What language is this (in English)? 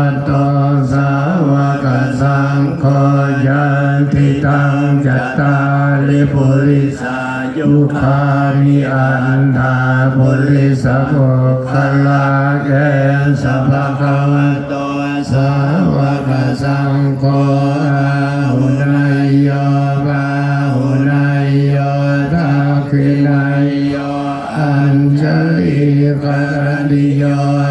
Pali